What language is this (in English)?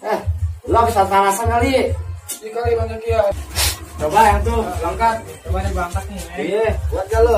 Betawi